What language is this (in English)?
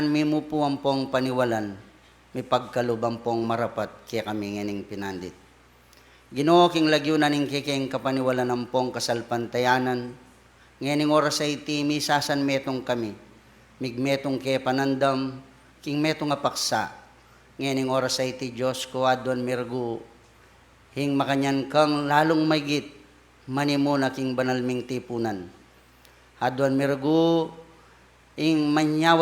Pampanga